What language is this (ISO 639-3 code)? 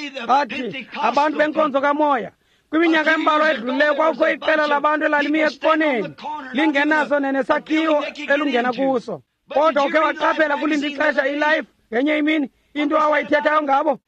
xho